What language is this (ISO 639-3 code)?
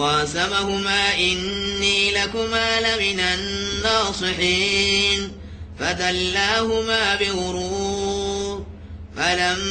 ara